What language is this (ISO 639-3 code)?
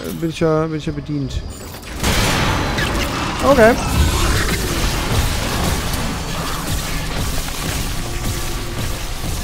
deu